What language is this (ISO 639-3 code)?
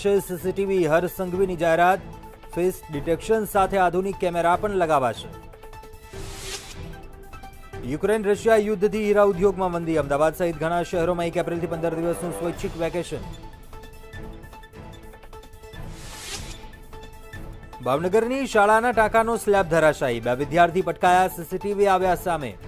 guj